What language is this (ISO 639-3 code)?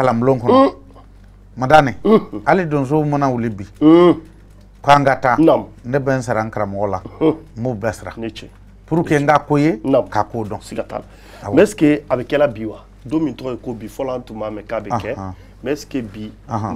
bam